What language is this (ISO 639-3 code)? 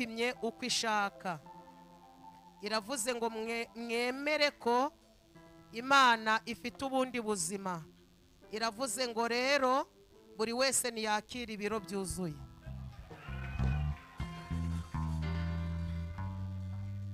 kin